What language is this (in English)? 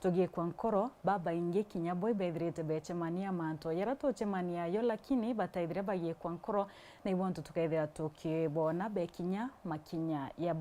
Meru